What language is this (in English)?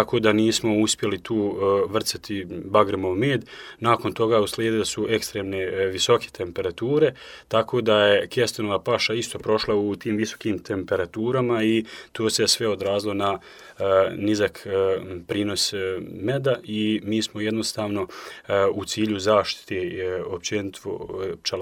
Croatian